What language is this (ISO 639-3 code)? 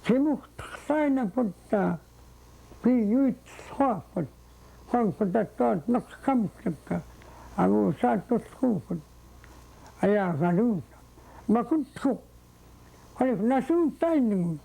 esu